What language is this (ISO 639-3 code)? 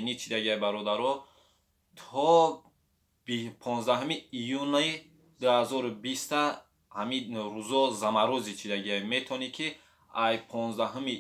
tgk